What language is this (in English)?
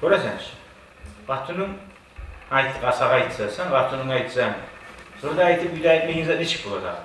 Kumyk